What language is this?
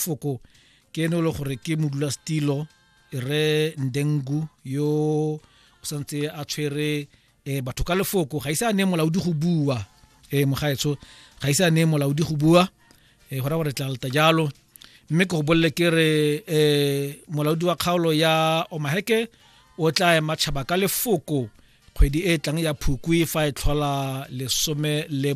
Tswana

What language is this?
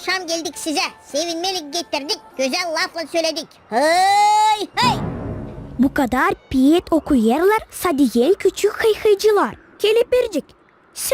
Gagauz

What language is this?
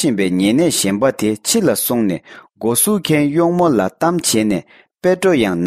Tibetan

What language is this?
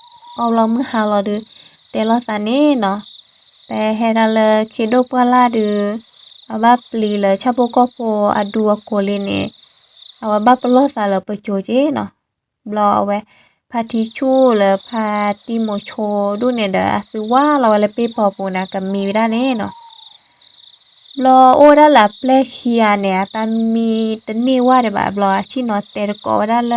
S'gaw Karen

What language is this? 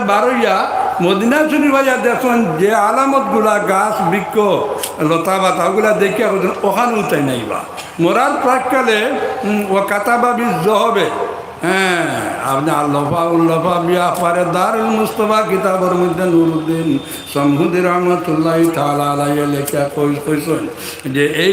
Sylheti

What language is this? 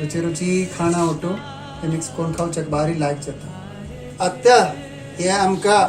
Konkani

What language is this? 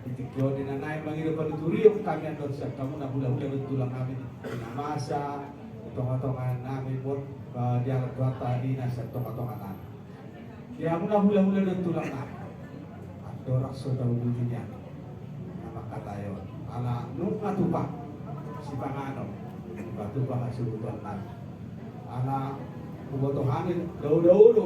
Batak Toba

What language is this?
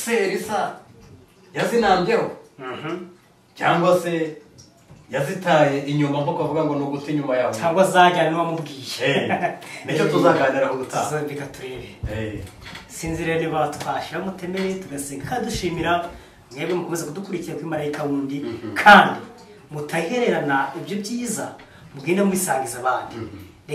Kinyarwanda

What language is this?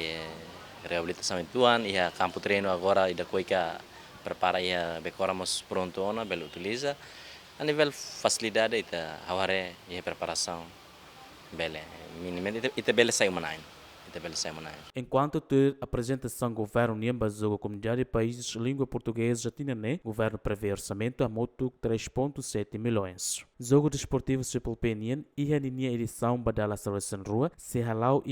Tetum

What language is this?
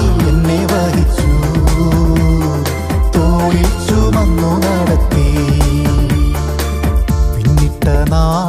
Malayalam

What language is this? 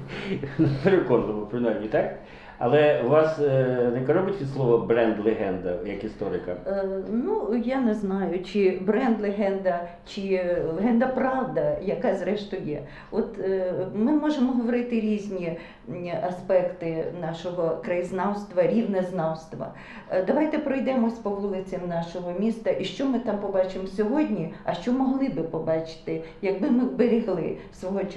Ukrainian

